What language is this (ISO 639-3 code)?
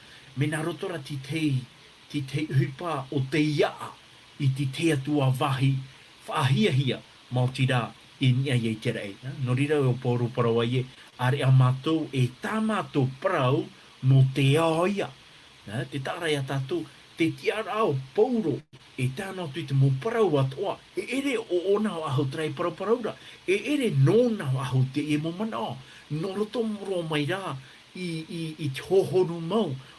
tah